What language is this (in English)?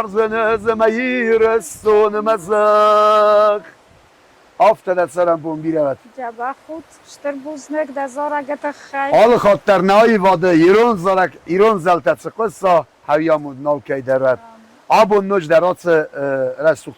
Ossetic